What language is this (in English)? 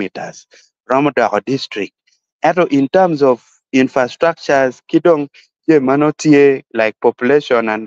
Acoli